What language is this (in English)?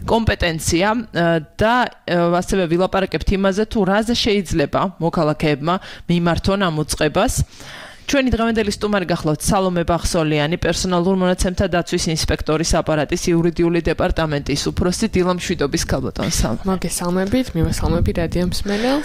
Georgian